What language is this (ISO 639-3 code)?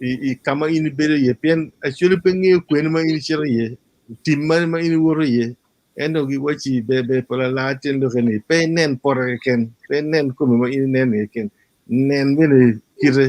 ach